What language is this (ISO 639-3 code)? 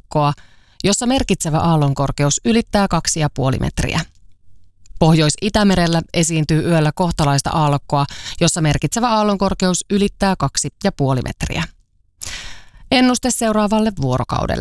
fin